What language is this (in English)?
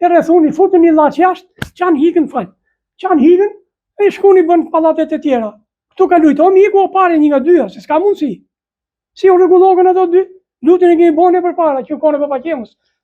Albanian